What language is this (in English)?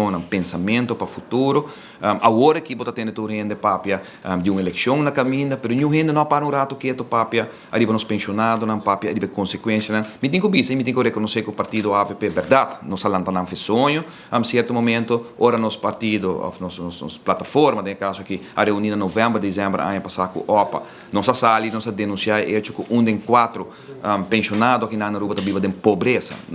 Papiamento